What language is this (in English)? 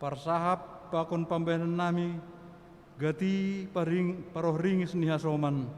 Batak Simalungun